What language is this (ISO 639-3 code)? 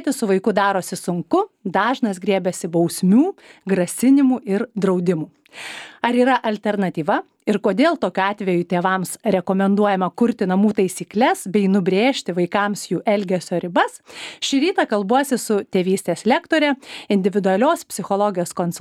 lit